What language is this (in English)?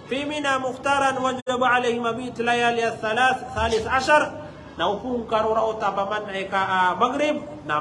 Maranao